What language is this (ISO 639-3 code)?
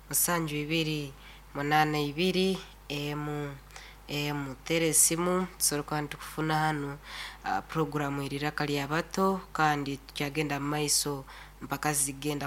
nyn